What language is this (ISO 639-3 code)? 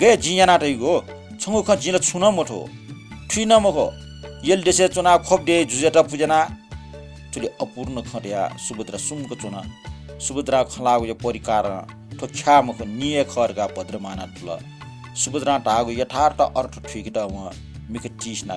new